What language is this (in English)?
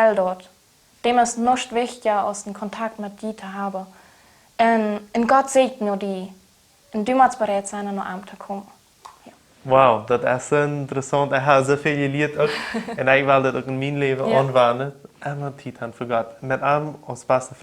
Plautdietsch